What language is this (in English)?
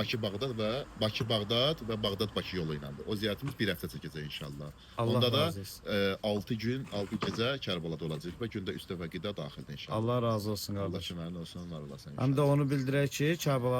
Azerbaijani